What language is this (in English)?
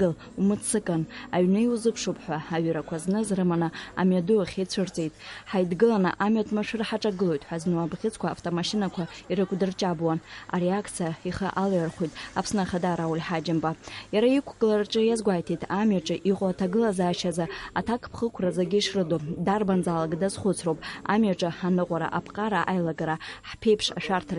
Abkhazian